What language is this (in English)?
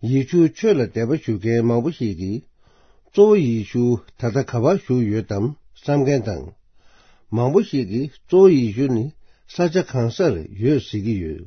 Tibetan